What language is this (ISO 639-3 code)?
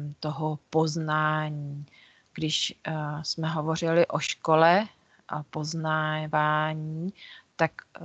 ces